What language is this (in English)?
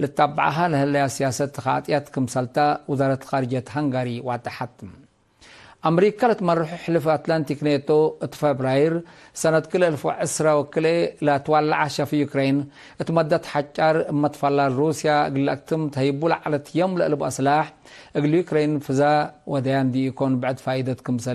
Tigre